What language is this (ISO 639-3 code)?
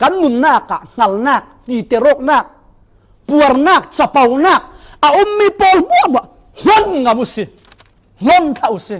cfm